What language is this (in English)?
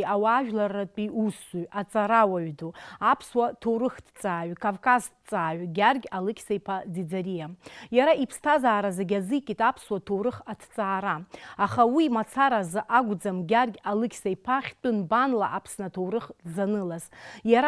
Abkhazian